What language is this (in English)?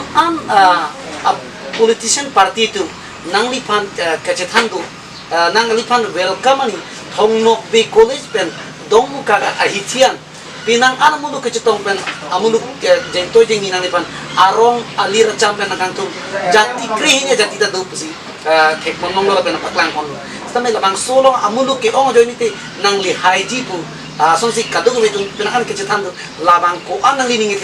Karbi